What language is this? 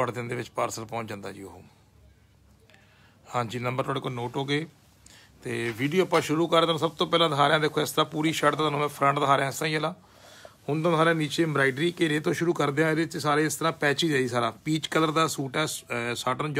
Punjabi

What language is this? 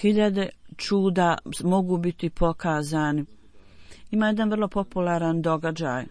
Bosnian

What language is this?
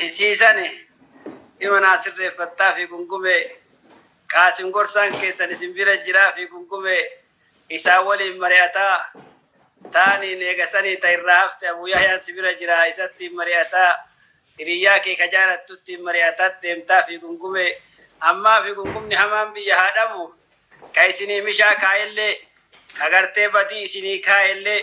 Oromo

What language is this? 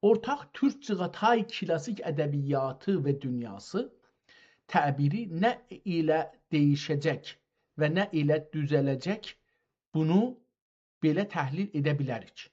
South Azerbaijani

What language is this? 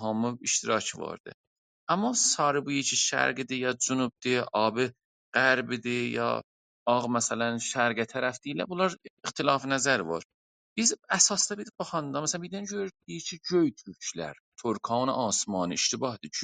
South Azerbaijani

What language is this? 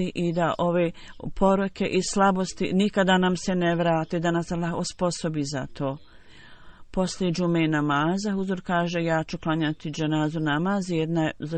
Bosnian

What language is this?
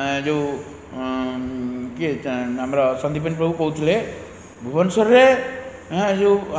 Odia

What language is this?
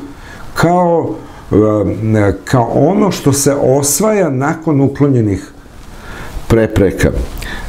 Serbian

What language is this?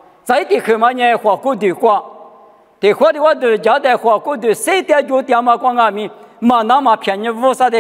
Lisu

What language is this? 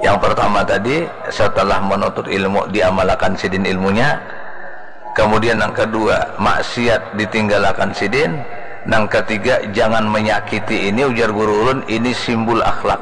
Banjar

